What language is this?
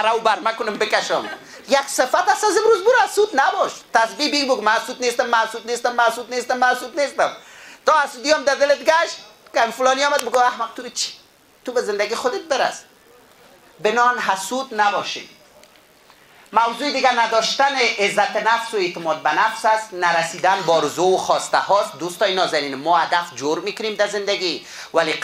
Persian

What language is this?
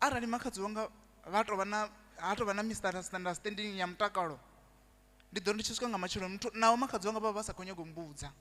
Venda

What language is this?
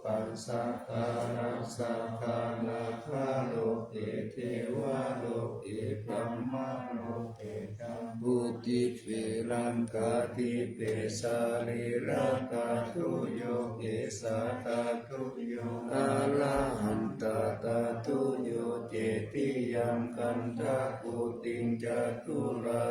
Pali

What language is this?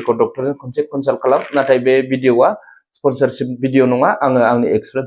Bodo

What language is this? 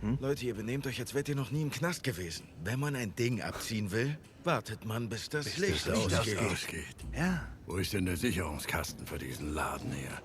Swiss German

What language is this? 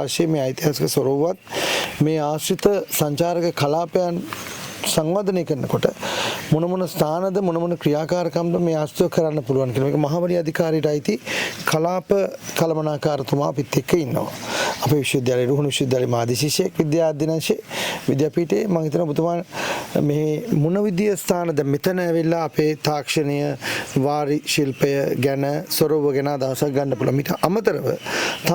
Sinhala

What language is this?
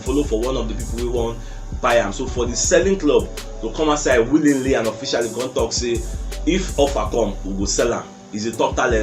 Nigerian Pidgin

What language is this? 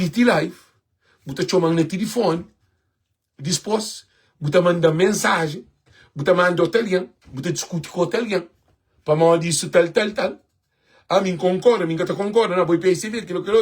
Kabuverdianu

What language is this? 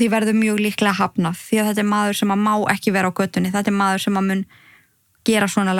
Icelandic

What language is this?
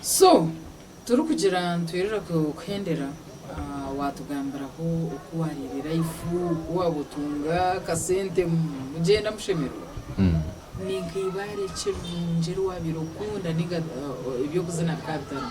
Nyankole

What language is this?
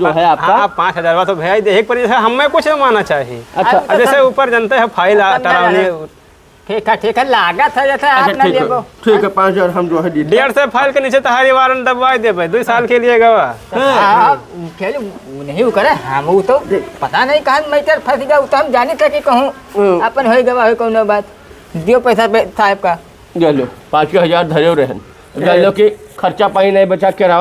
Awadhi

